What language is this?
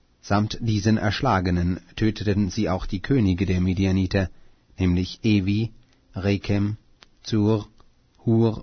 German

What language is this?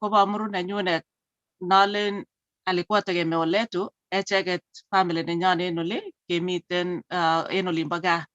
Kalenjin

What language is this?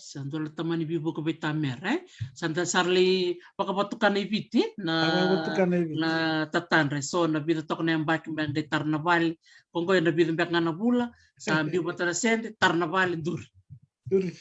Fijian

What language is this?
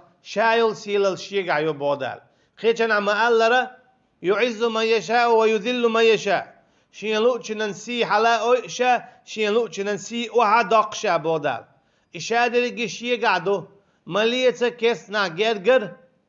Chechen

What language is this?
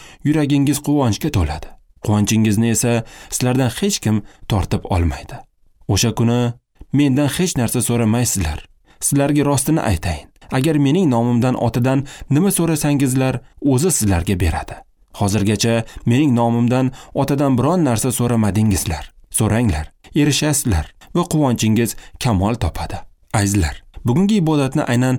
Uzbek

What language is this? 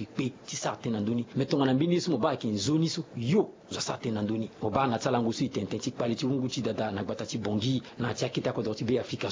Sango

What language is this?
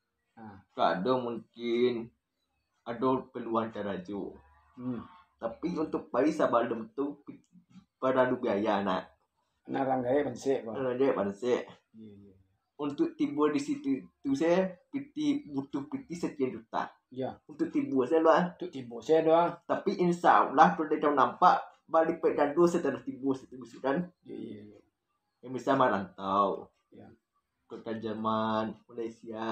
Minangkabau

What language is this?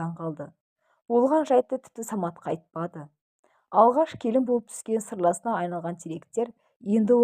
Kazakh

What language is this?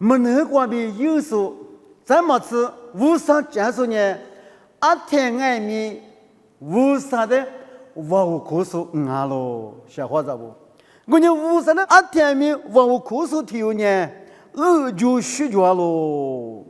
Lisu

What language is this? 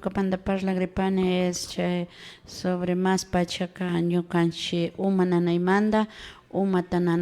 Imbabura Highland Quichua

